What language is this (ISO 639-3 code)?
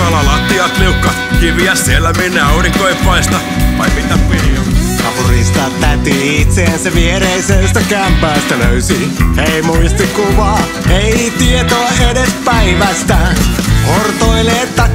fin